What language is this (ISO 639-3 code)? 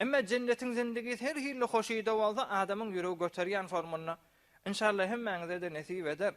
tuk